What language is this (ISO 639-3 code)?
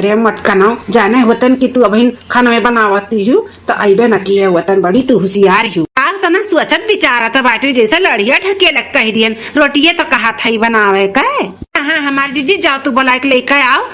awa